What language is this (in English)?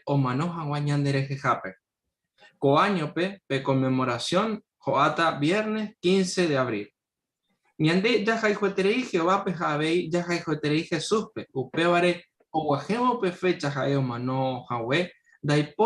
Guarani